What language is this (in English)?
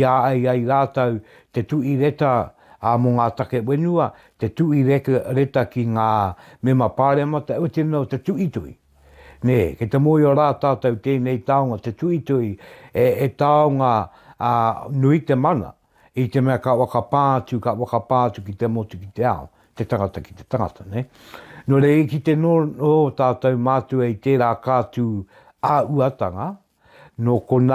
Māori